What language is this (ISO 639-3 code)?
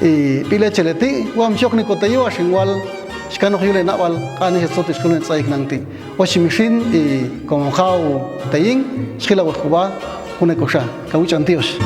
jac